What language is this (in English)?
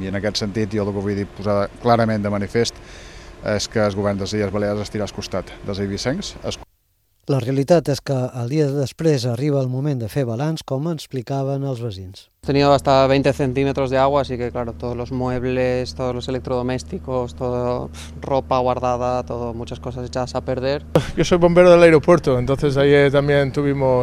Catalan